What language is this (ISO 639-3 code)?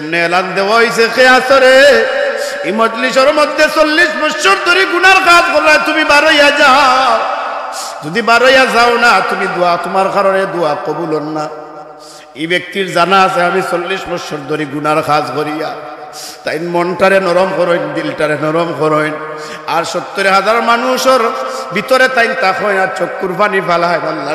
syl